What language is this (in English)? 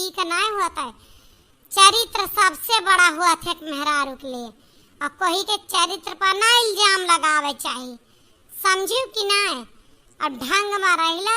Awadhi